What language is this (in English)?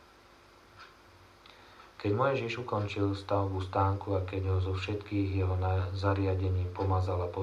Slovak